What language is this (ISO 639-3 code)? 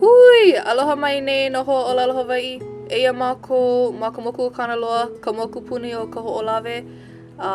haw